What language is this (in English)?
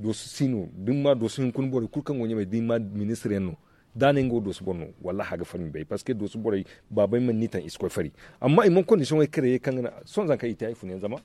Zarma